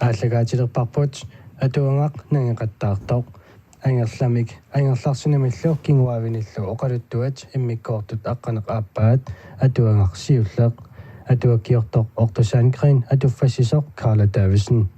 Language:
Kalaallisut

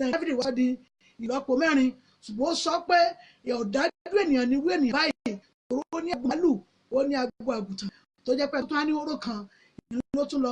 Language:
Yoruba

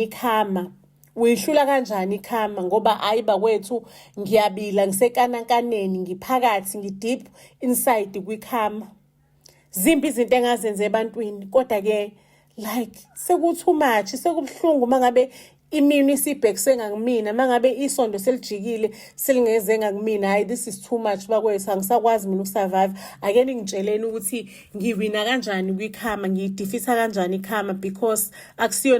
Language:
Zulu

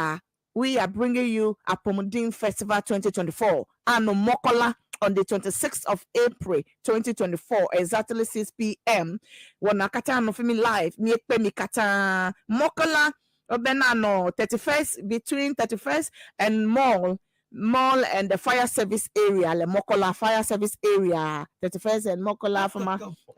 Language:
Ewe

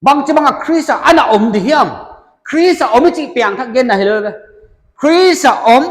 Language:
Paite Chin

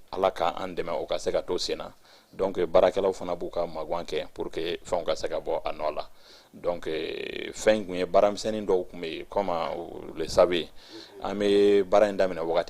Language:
Bambara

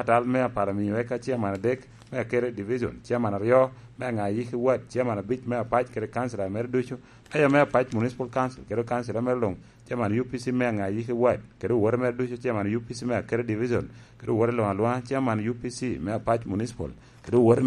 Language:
Lango (Uganda)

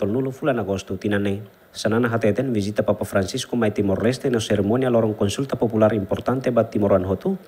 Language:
Tetum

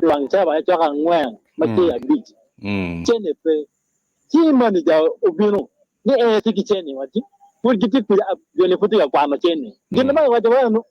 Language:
Acoli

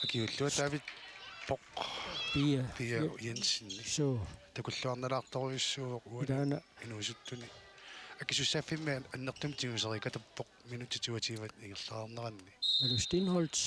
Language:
Kalaallisut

